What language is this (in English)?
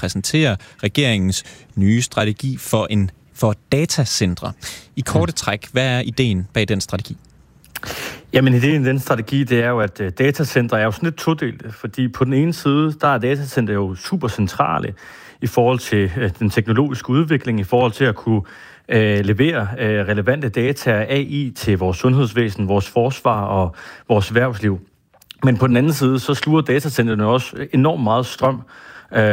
Danish